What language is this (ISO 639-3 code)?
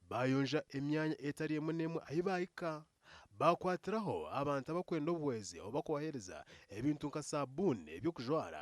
nyn